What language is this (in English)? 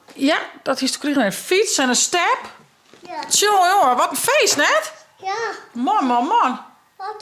Western Frisian